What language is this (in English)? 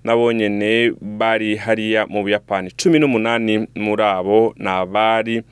Rundi